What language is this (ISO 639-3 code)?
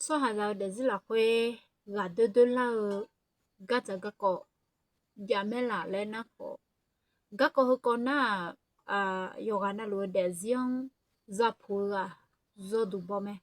ahk